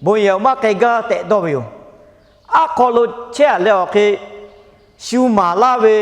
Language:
Lahu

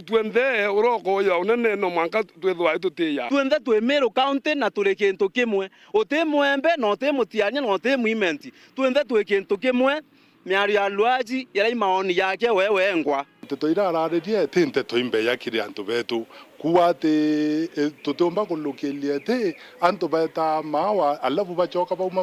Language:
Meru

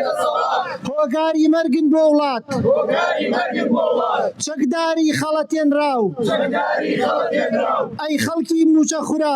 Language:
Central Kurdish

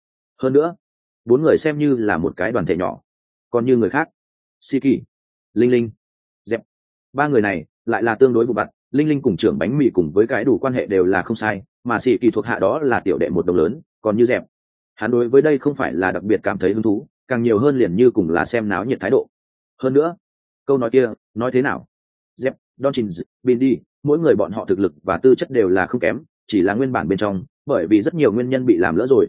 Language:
Vietnamese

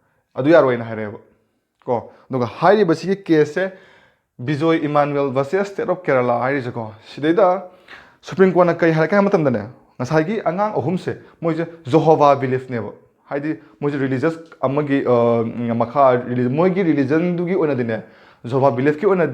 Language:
Manipuri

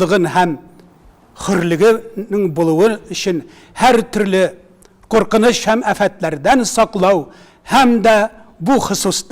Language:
Tatar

